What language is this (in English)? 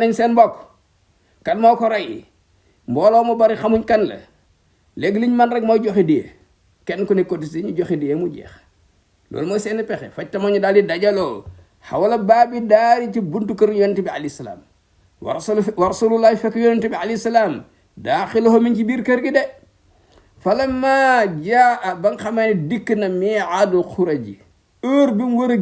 Wolof